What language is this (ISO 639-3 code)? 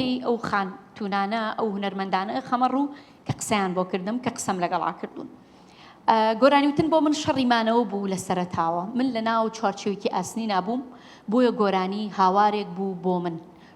ckb